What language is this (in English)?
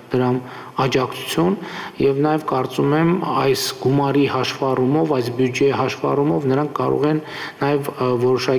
Armenian